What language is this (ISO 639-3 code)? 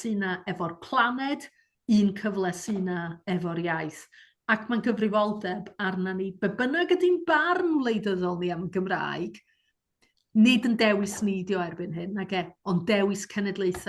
cym